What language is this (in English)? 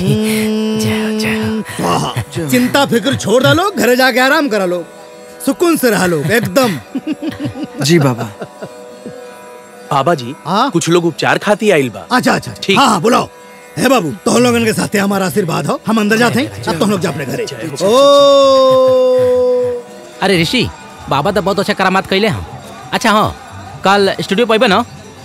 Bhojpuri